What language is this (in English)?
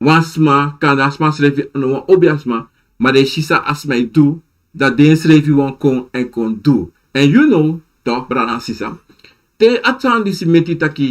Sranan Tongo